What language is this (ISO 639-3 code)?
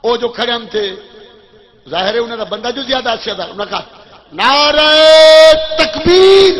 skr